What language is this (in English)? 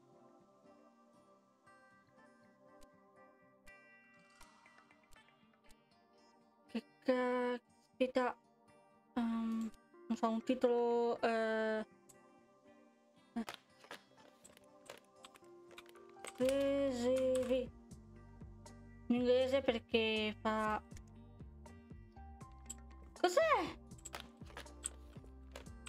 Italian